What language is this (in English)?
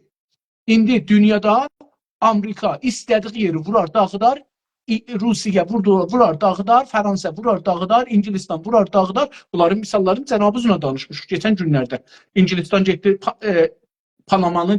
South Azerbaijani